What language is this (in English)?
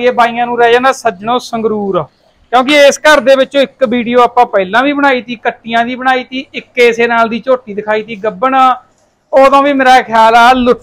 Punjabi